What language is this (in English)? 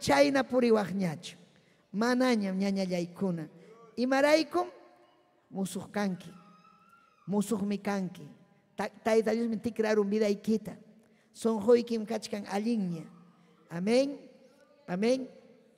Ayacucho Quechua